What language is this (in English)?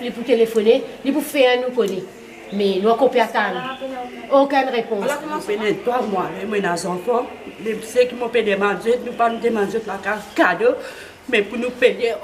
Morisyen